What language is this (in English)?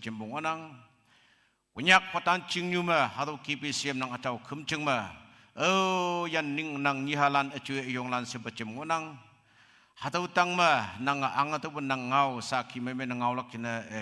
Konyak Naga